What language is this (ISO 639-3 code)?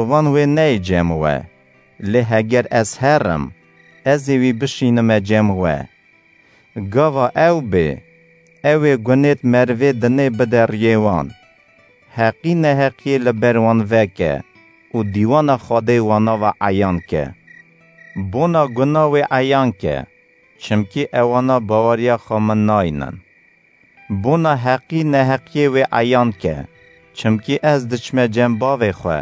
kur